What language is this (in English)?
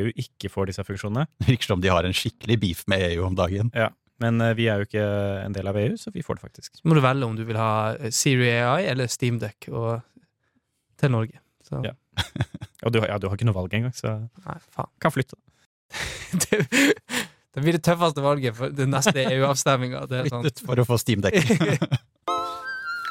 Norwegian